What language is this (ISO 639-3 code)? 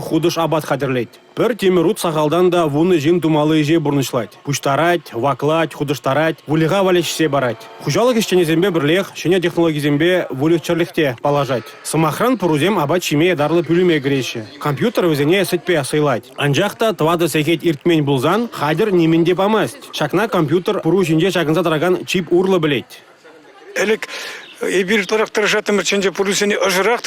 chv